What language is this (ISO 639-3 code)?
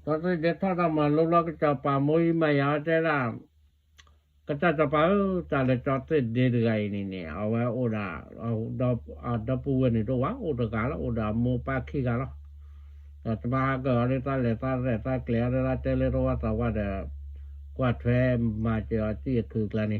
ksw